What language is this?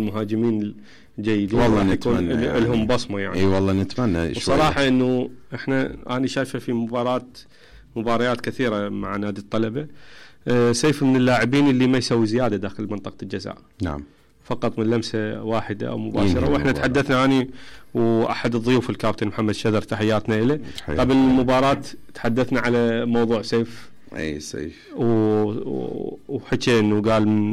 Mesopotamian Arabic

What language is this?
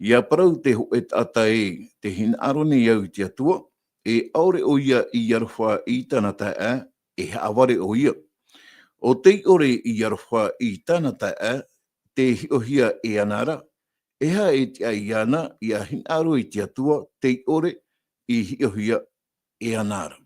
Tahitian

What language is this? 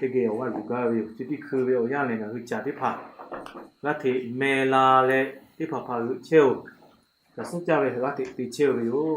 Lahu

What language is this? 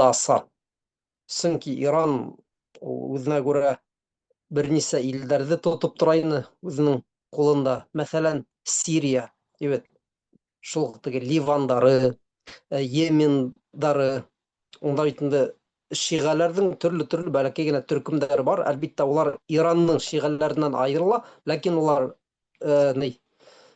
Bashkir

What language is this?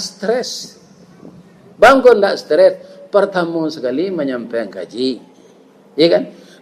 Minangkabau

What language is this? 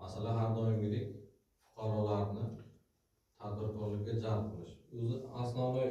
Uzbek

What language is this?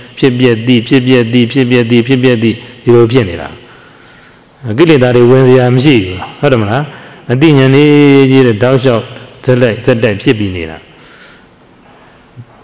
Burmese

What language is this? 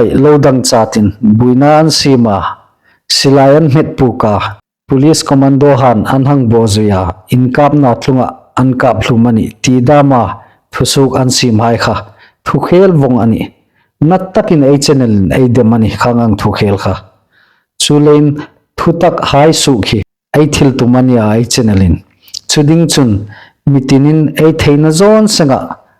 Hmar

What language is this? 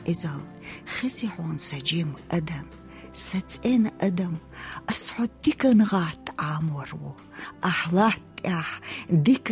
Chechen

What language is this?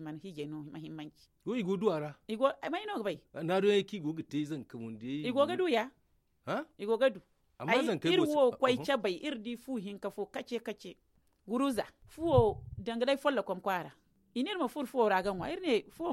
Zarma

